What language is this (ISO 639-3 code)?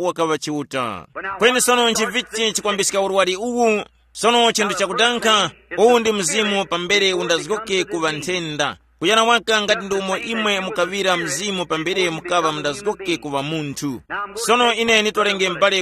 tum